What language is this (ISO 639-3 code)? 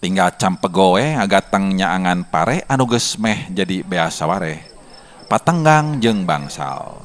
sun